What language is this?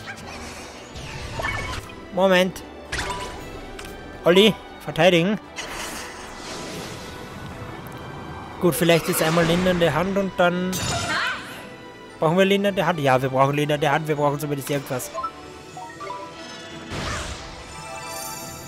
German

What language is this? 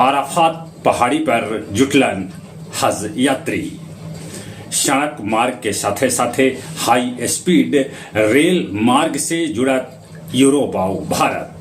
Magahi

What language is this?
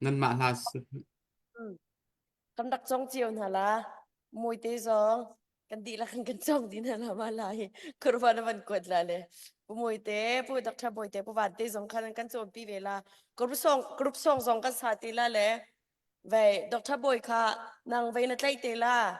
Hakha Chin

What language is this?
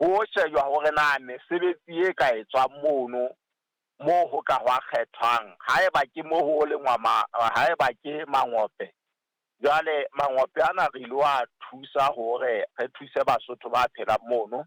Southern Sotho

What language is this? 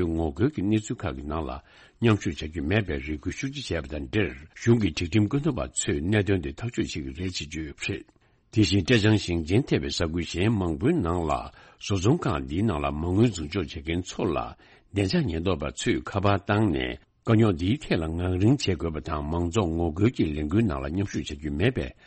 Tibetan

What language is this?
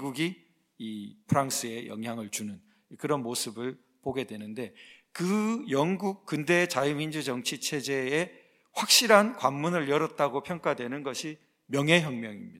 Korean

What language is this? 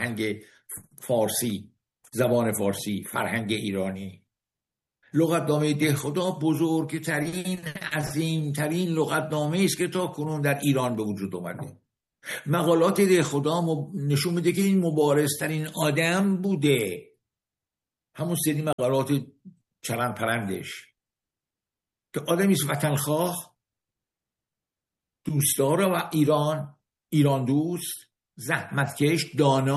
Persian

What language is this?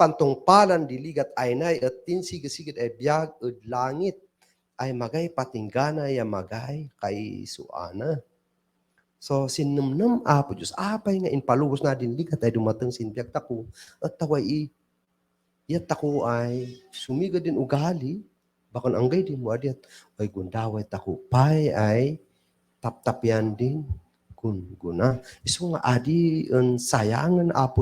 Kankanaey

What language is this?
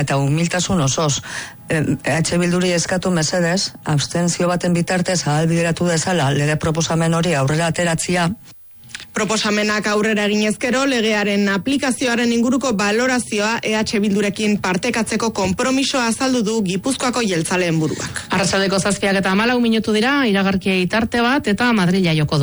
Basque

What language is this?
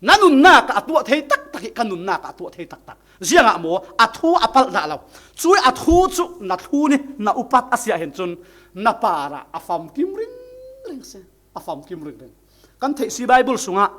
Falam Chin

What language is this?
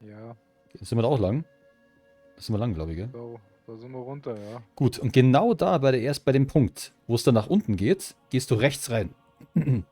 Bavarian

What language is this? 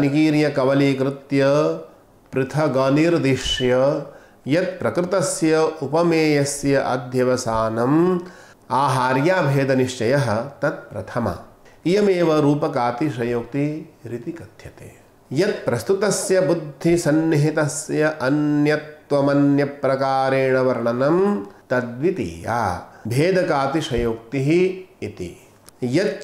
Sanskrit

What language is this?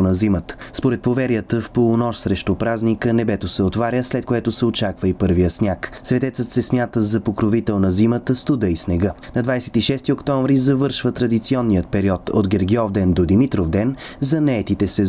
Bulgarian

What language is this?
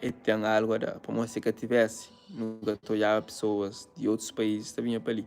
Kabuverdianu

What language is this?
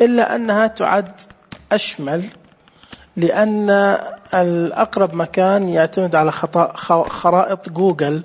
Najdi Arabic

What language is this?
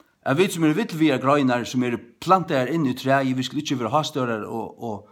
Faroese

